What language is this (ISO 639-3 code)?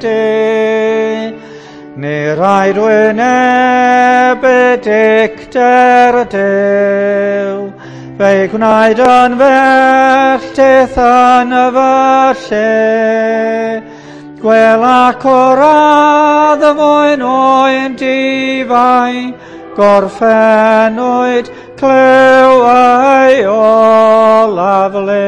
cym